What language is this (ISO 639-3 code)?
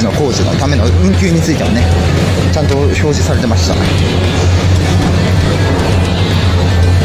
jpn